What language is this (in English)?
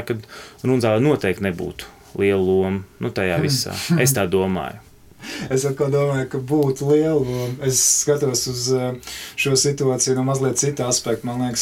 Latvian